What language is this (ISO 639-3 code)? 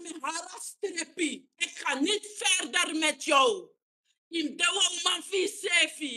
srn